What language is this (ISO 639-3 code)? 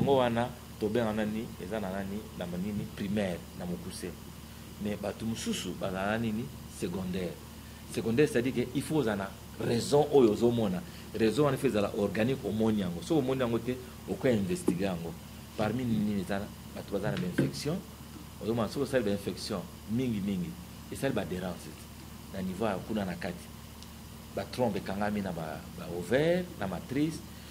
lin